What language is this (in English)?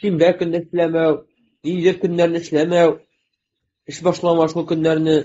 Tatar